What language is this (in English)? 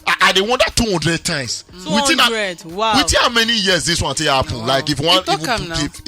Nigerian Pidgin